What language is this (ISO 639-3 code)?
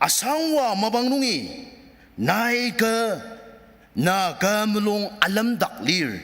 njo